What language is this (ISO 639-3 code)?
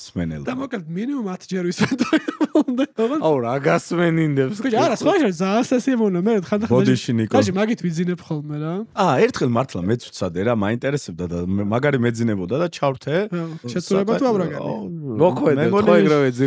kat